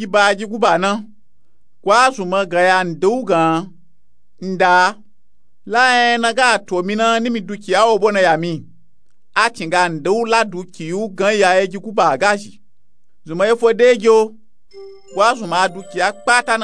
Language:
Nupe-Nupe-Tako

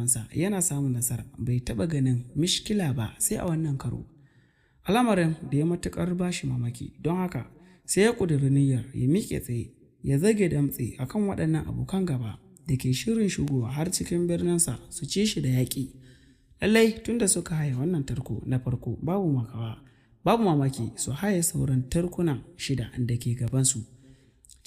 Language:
Hausa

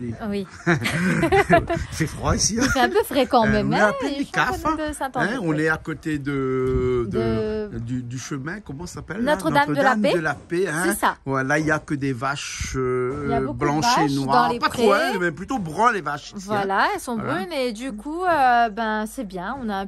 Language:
Réunion Creole French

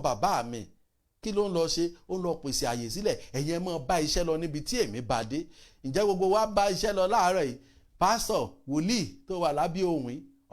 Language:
Yoruba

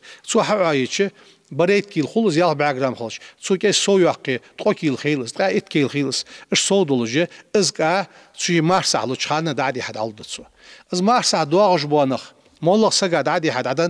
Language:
Ingush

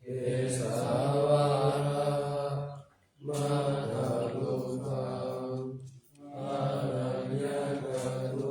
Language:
Pali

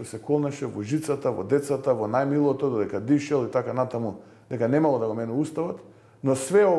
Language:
Macedonian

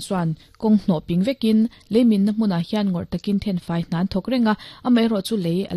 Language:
Mizo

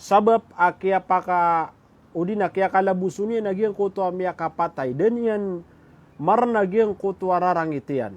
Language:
Maranao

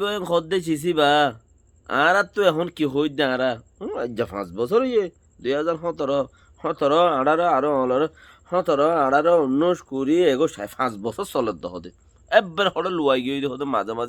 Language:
Rohingya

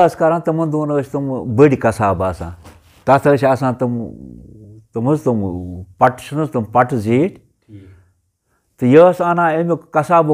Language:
Kashmiri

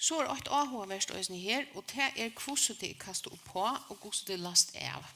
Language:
Faroese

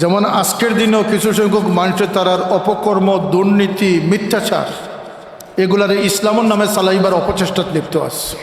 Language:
Sylheti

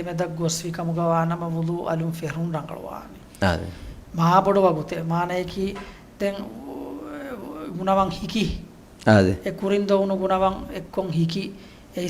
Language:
Divehi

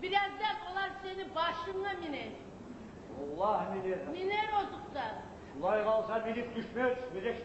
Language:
Kumyk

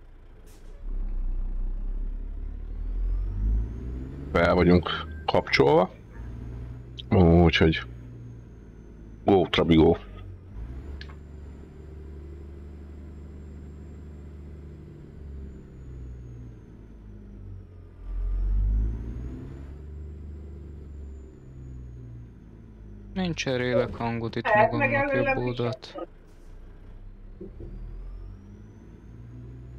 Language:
Hungarian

